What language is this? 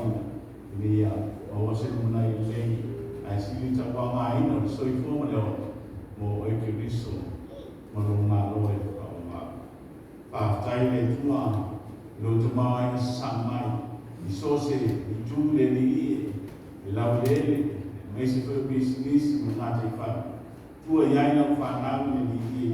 Samoan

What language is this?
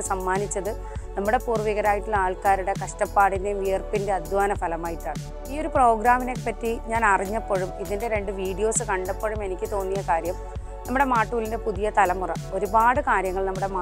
Malayalam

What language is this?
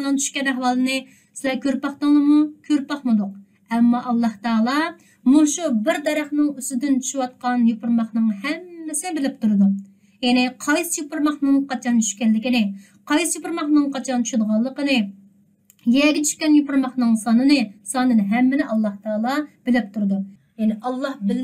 Uyghur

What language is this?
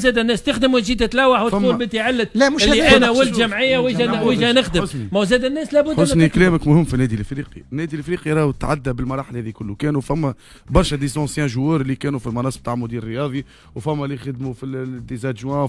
Tunisian Arabic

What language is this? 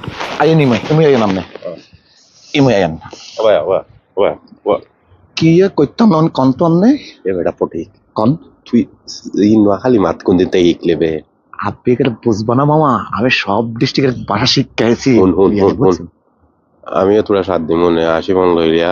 Sylheti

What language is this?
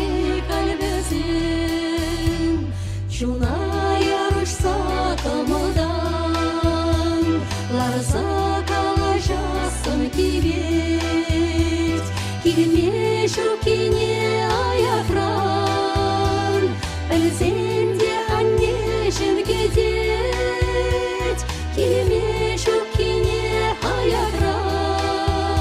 Chuvash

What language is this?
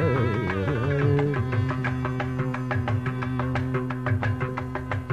Telugu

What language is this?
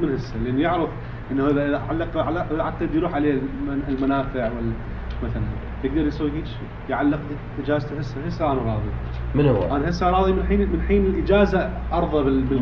Mesopotamian Arabic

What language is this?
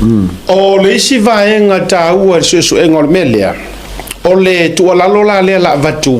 Samoan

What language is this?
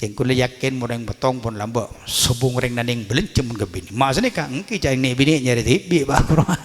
Madurese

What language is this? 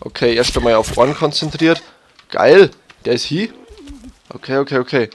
Bavarian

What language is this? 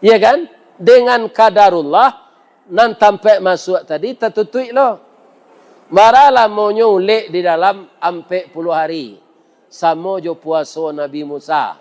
Minangkabau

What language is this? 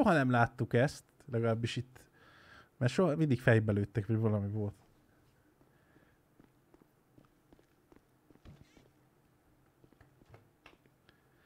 Hungarian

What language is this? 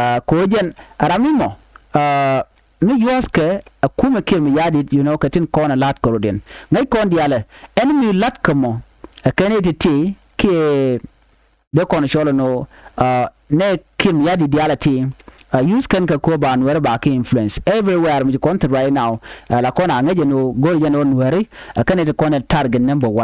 Nuer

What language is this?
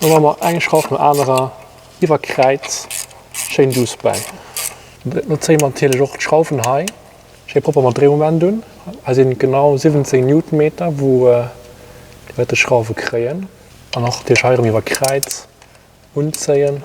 Luxembourgish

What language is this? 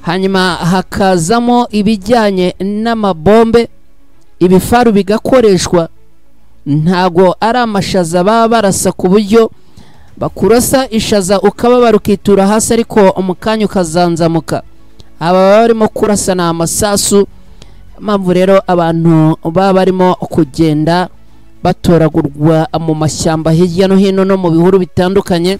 Kinyarwanda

